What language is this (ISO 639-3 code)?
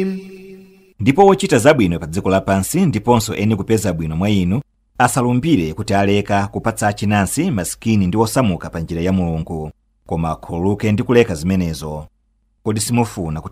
nya